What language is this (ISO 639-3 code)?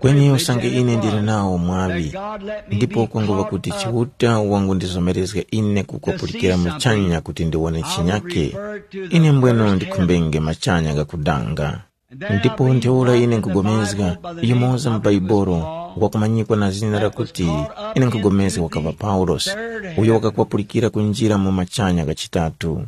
tum